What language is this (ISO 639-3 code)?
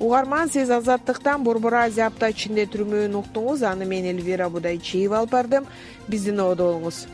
kir